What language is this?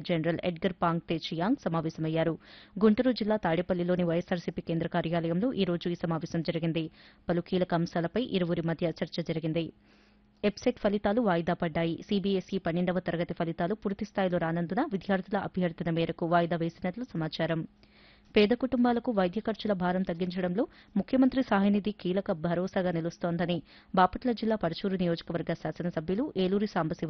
Telugu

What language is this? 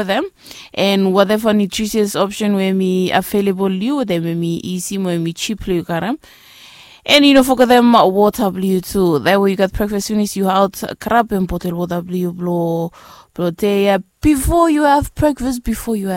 Bislama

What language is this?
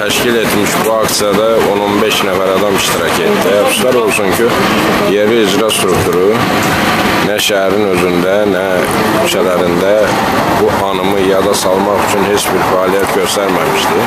Azerbaijani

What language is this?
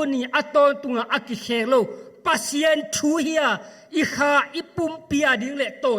Tedim Chin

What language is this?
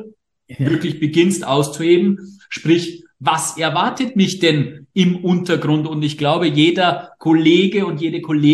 German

